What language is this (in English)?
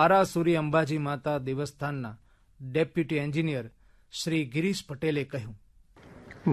Gujarati